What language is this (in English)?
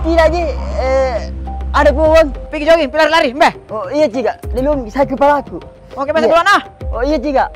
Makassar Malay